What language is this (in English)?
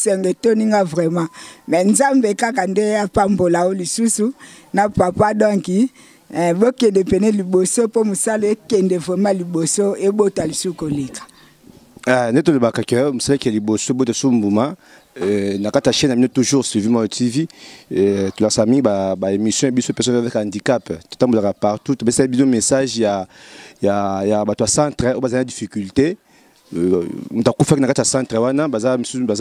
Lingala